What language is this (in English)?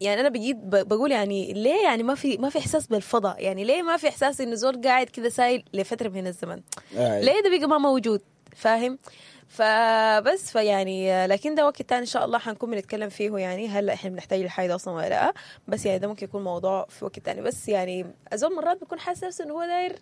Sudanese Arabic